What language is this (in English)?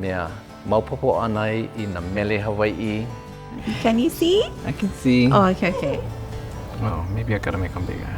Hawaiian